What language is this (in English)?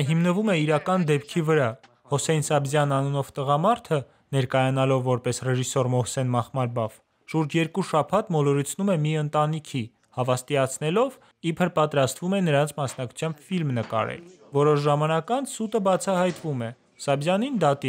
Armenian